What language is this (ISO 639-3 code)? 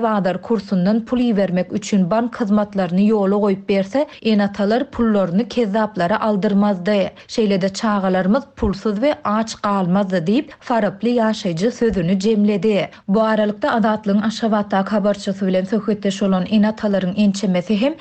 tuk